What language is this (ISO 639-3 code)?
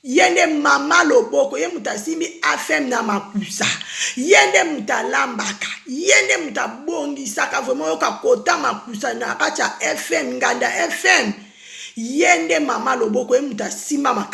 lin